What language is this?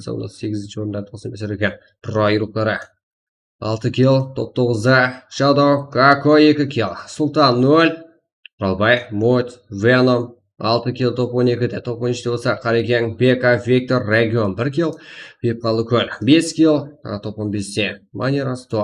Kara-Kalpak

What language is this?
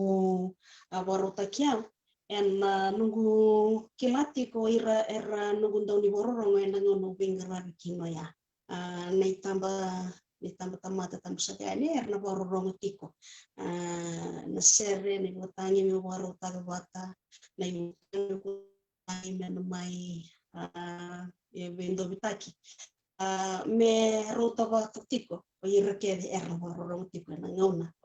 Fijian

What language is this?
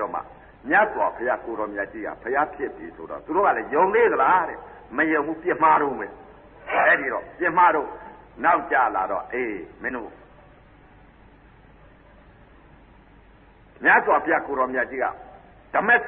Burmese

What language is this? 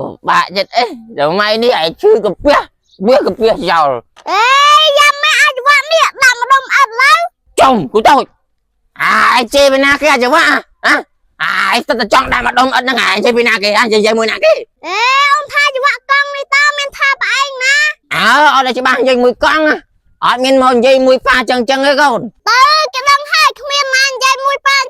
Khmer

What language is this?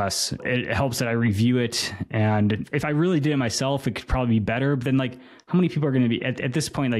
English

